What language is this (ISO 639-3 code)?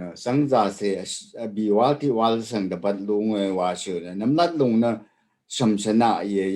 raw